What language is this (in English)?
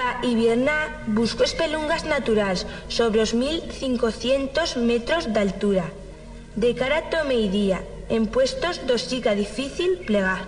Aragonese